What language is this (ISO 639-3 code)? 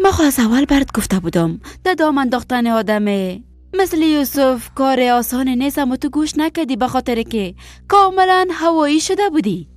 fas